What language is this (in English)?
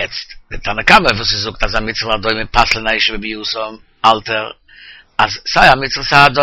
Yiddish